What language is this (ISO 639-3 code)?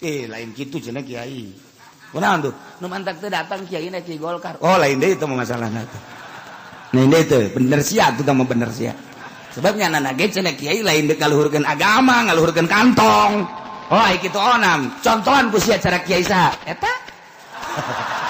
sun